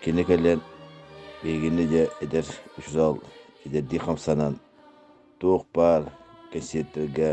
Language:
Yakut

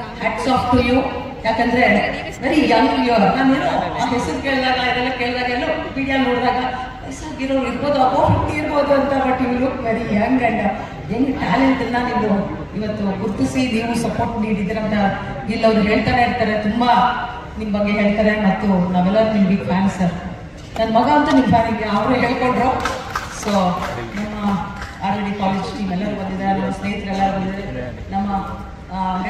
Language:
Kannada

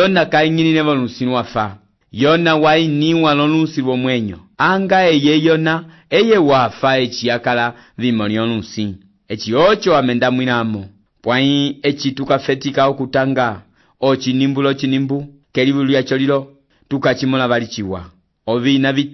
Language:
Umbundu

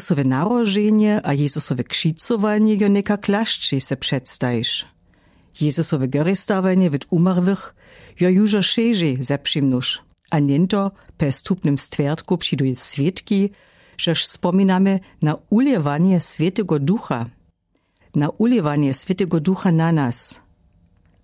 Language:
Lower Sorbian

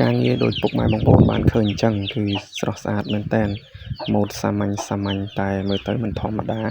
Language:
Khmer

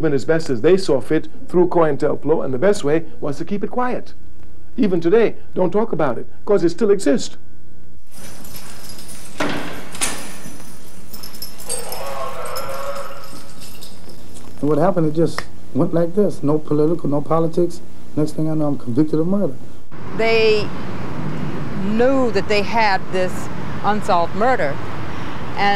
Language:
English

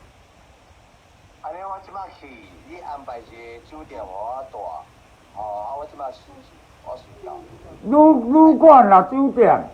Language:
Min Nan Chinese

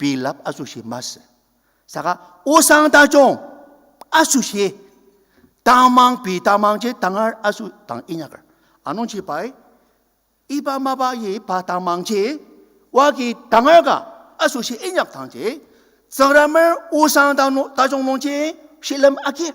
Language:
Ao Naga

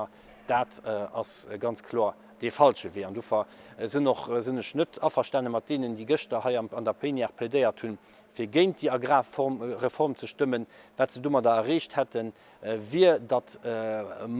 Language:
Luxembourgish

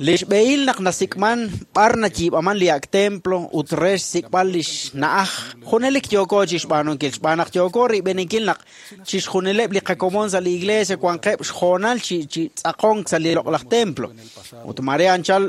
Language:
Kekchí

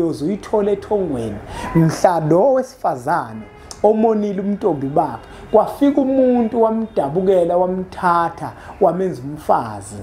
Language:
Zulu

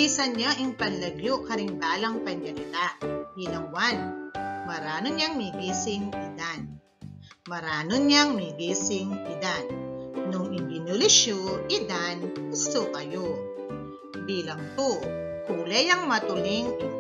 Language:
Pampanga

